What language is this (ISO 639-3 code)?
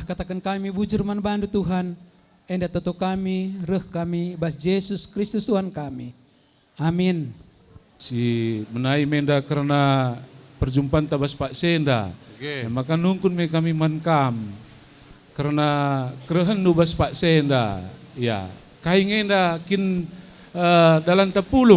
btx